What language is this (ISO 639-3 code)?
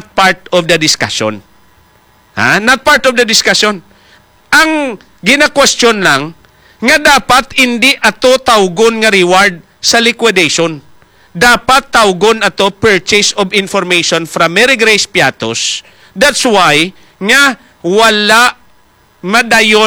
hil